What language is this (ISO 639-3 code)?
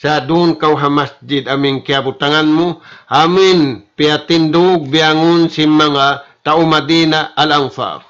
tsg